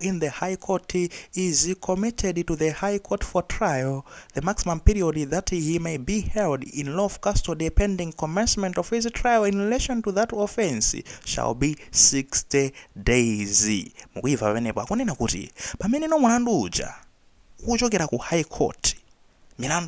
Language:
Nyanja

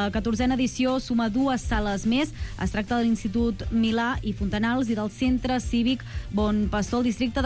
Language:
Catalan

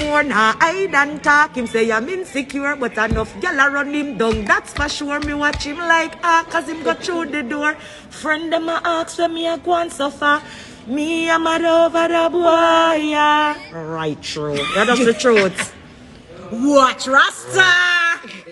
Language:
Jamaican Creole English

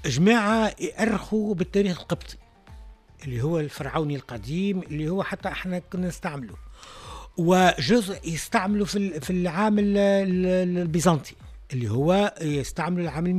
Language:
Tunisian Arabic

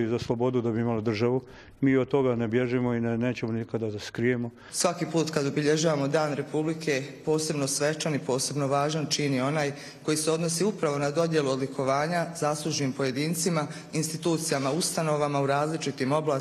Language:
Croatian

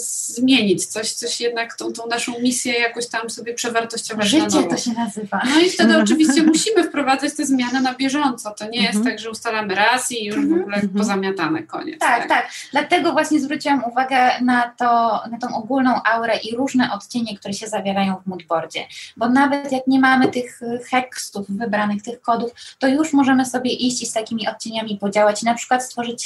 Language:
Polish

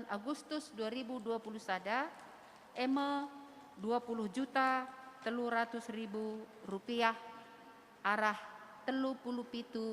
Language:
Batak Karo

